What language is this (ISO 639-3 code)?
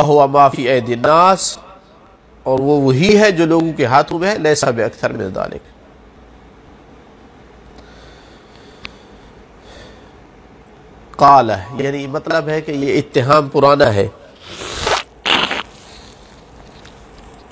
urd